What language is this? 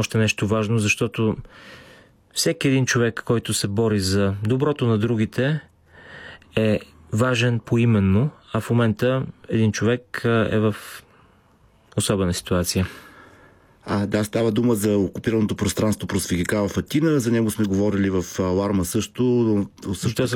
Bulgarian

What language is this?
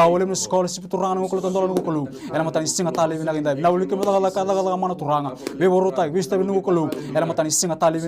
Fijian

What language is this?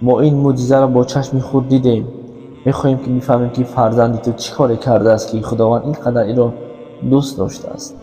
Tajik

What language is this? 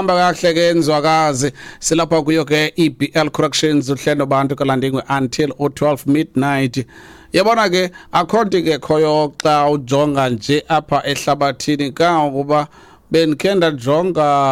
Xhosa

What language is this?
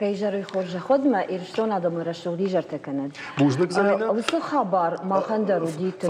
Ossetic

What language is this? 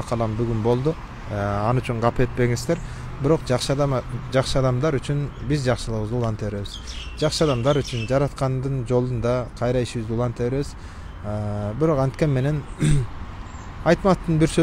Kyrgyz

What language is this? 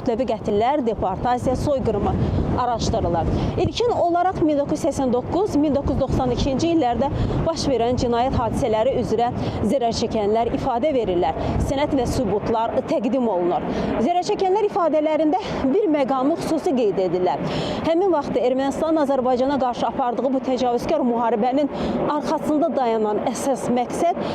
Azerbaijani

